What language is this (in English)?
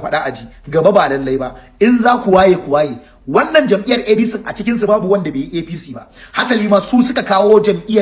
Hausa